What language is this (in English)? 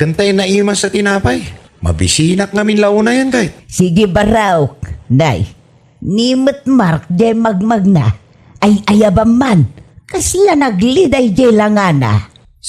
Iloko